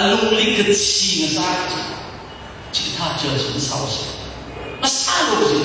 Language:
Tangkhul Naga (India)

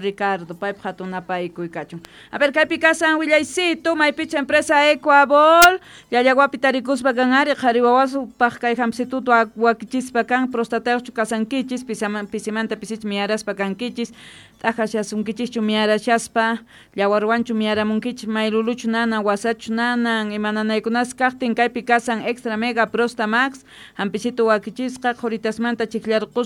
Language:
South Bolivian Quechua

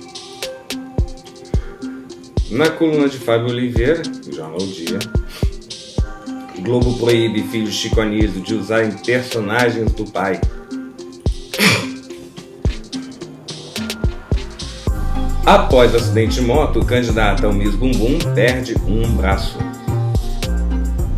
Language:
Portuguese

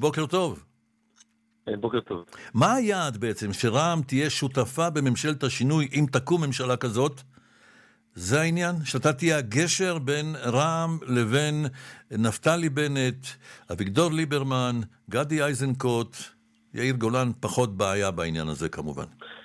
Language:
Hebrew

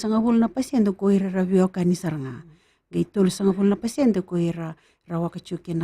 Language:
Fijian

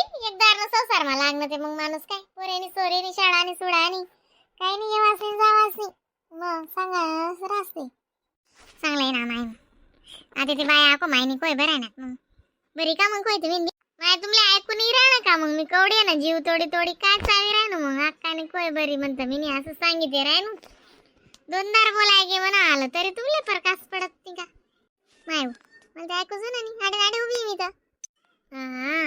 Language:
Khandesi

